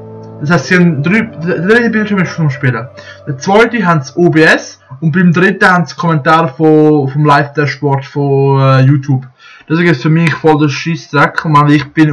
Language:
Swiss German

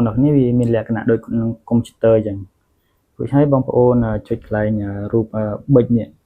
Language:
Khmer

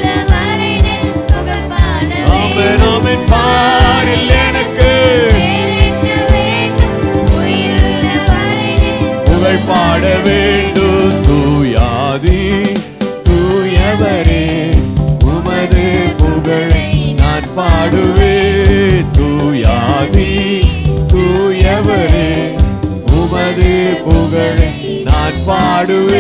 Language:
Tamil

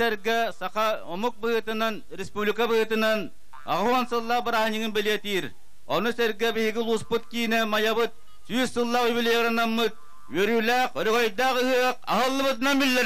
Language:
Yakut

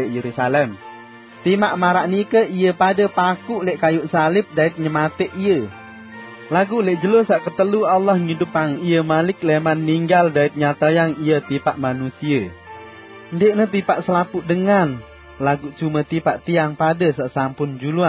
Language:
Sasak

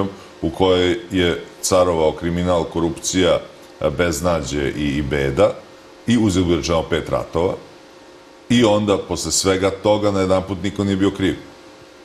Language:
Serbian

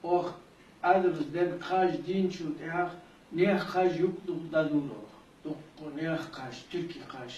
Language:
Ingush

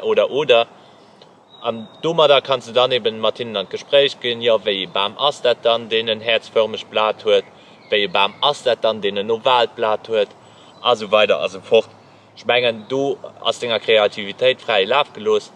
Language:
Luxembourgish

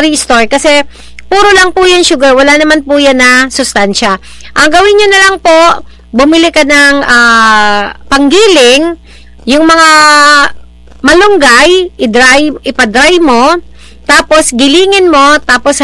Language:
Filipino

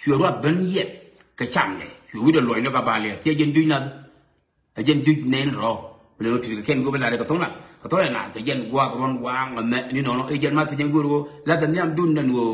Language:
Nuer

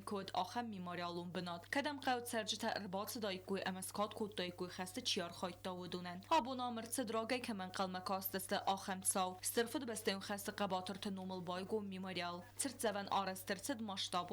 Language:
Ossetic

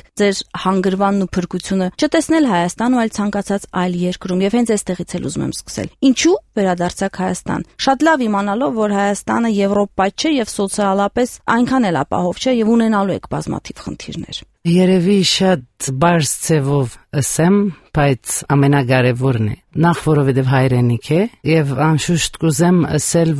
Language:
Armenian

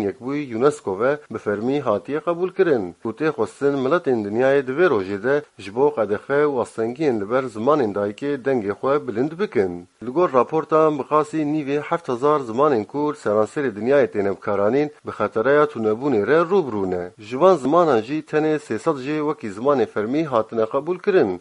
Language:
Kurdish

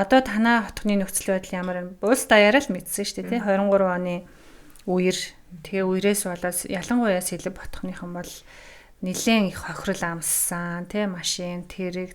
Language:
Mongolian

